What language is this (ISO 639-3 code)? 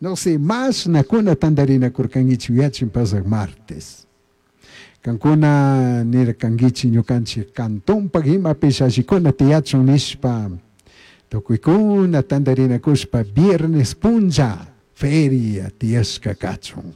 qug